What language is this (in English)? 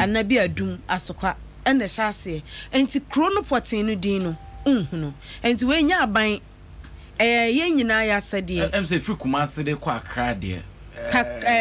Akan